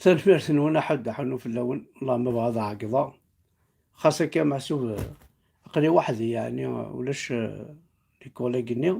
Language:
Kabyle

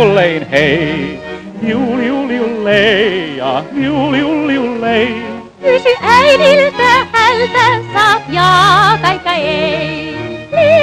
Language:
Finnish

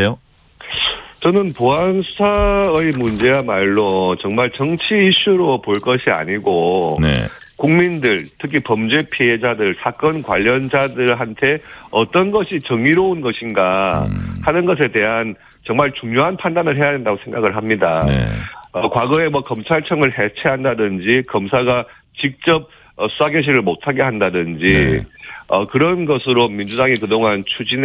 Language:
Korean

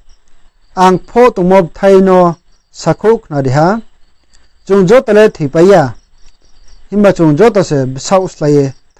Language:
Riang (India)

